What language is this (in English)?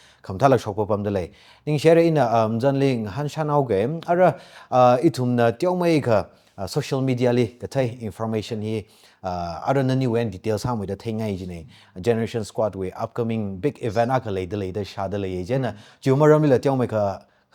Tangkhul Naga (India)